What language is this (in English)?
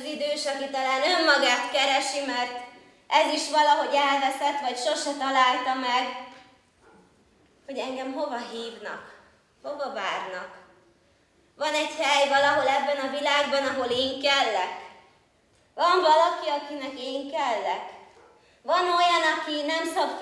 Hungarian